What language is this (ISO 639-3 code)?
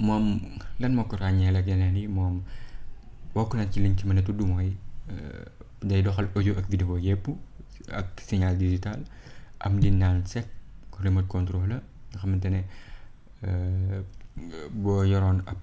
wol